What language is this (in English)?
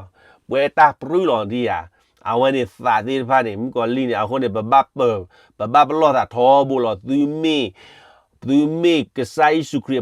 S'gaw Karen